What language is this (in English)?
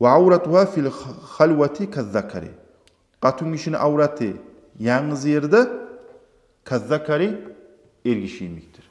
Kumyk